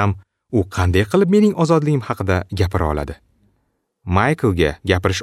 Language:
Uzbek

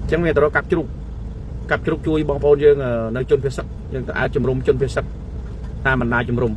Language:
Khmer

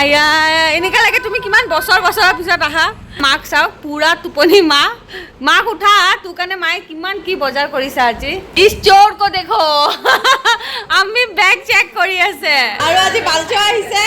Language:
Assamese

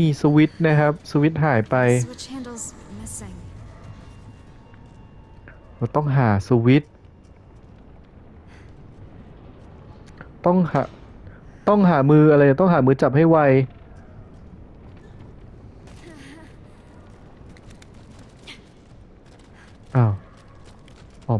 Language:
Thai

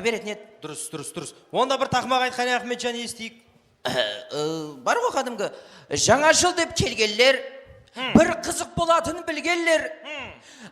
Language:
Kara-Kalpak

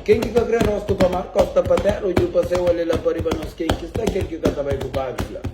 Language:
Kabuverdianu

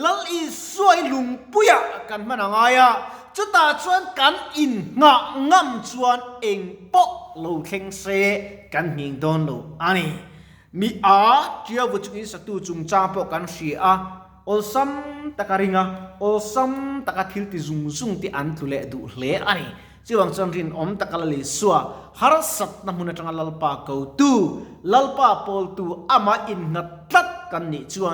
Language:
Mizo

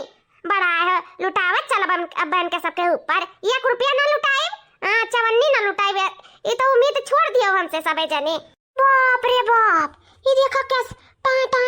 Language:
Awadhi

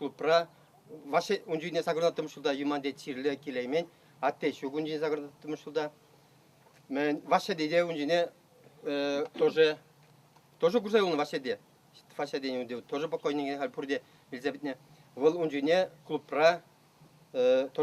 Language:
Chuvash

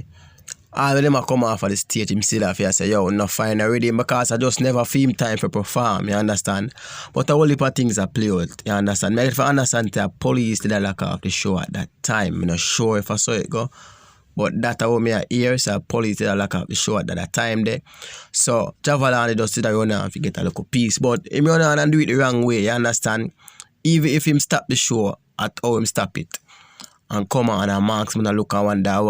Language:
Jamaican Creole English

